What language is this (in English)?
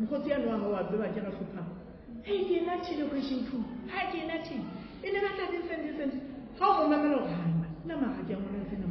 Southern Sotho